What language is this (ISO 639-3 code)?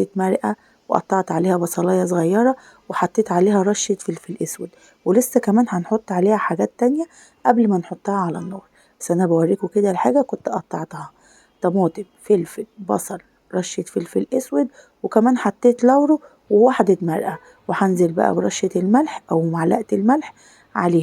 arz